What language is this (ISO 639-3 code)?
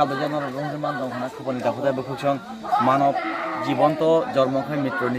trp